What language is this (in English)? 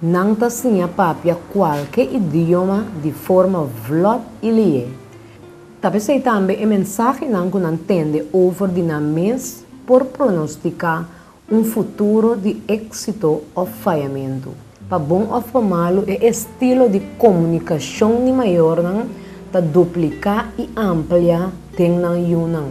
Papiamento